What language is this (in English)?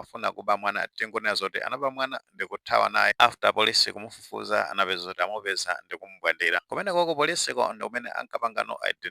Nyanja